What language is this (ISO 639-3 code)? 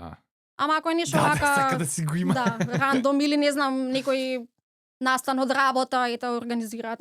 mkd